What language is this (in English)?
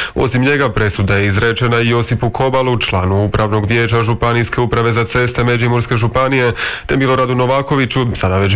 Croatian